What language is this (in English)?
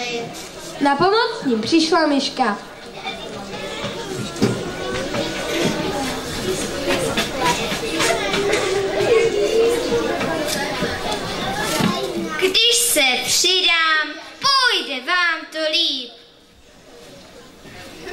Czech